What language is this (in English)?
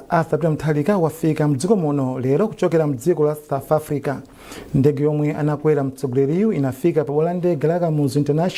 Nyanja